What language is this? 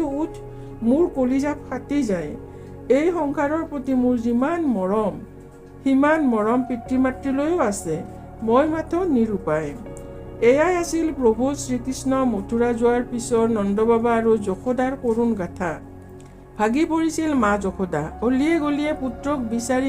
Assamese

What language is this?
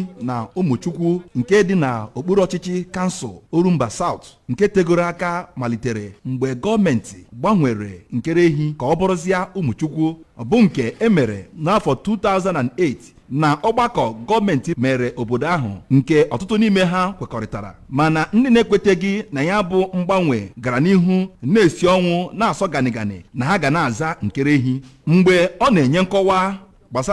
Igbo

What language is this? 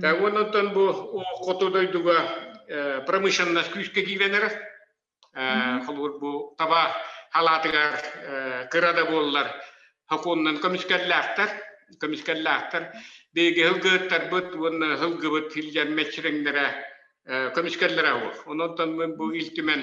Yakut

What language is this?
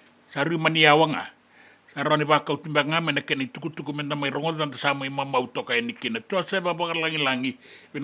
Fijian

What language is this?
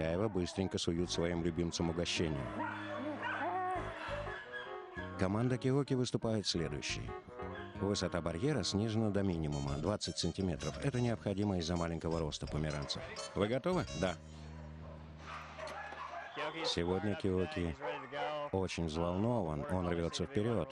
Russian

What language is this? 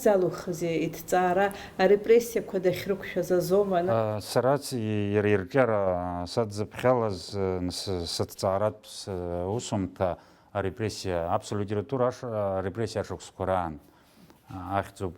Abkhazian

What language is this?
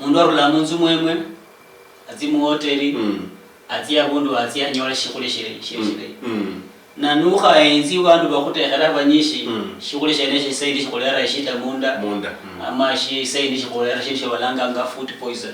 Luyia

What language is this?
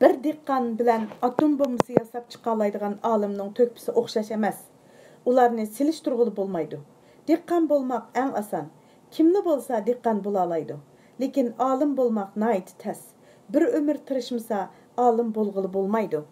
Uyghur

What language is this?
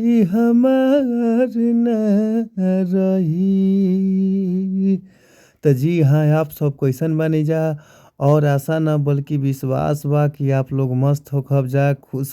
Bhojpuri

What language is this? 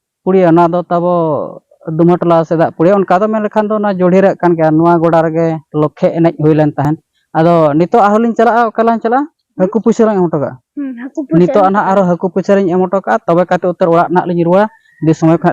Santali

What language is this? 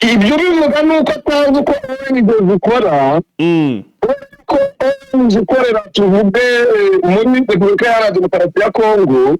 Kinyarwanda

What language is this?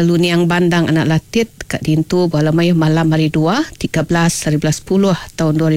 Iban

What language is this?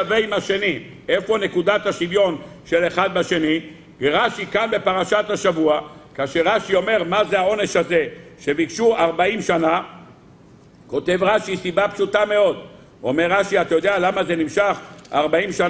Hebrew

